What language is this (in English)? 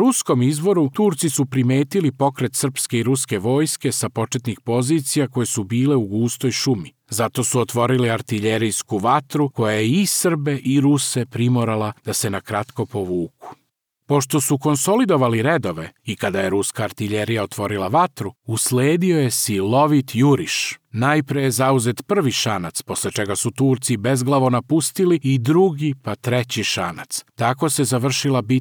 Serbian